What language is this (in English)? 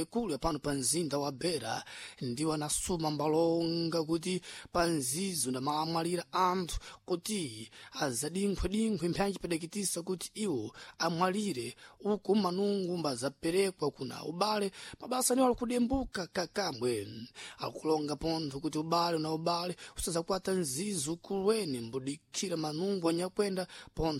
Sena